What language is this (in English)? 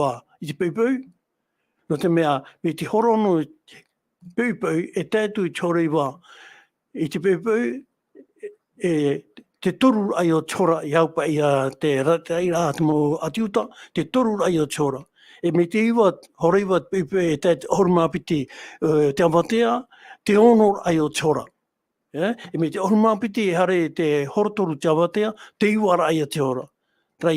Tahitian